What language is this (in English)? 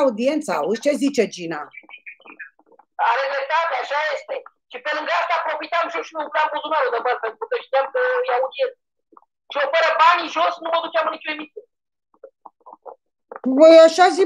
Romanian